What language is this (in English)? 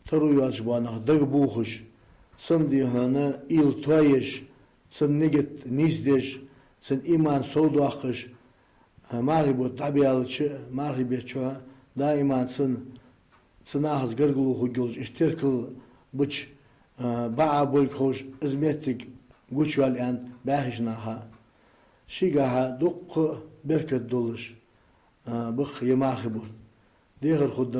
Ingush